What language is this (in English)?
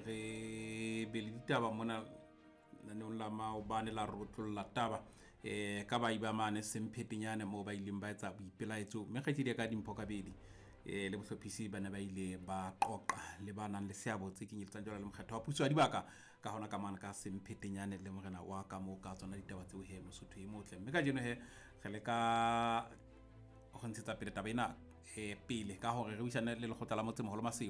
Southern Sotho